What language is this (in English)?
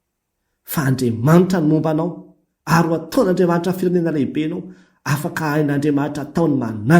Malagasy